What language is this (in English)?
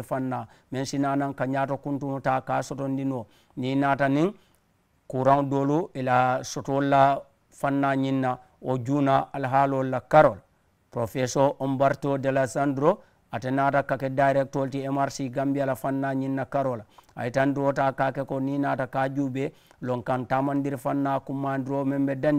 Mandingo